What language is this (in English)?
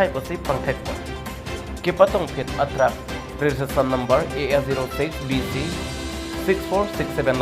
Karbi